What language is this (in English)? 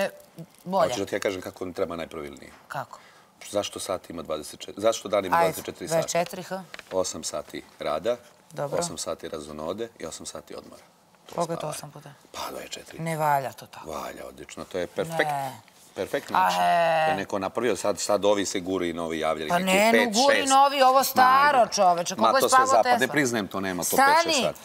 Serbian